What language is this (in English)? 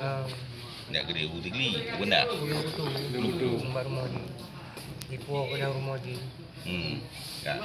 Achinese